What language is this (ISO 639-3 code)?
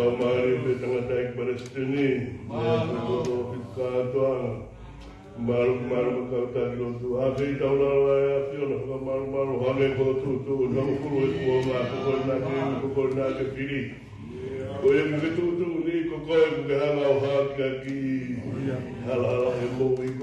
ton